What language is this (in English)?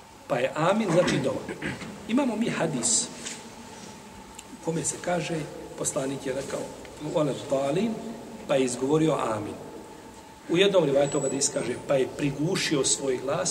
Bosnian